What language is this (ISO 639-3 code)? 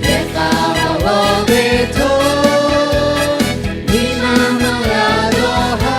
lhu